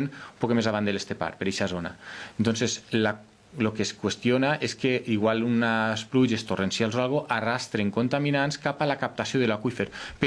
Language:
Catalan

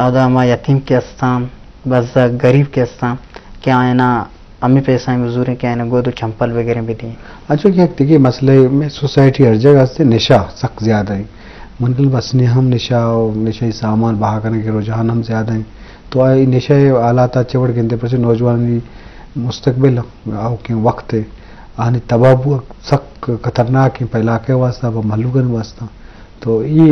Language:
Eastern Balochi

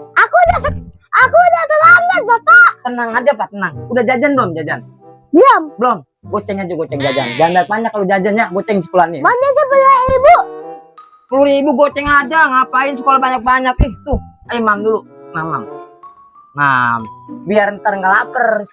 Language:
Betawi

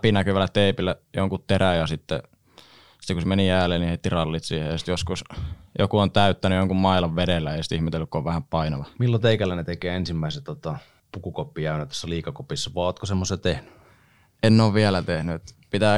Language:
Finnish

